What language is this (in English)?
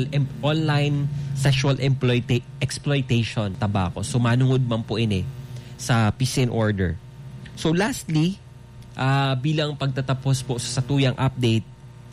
Bikol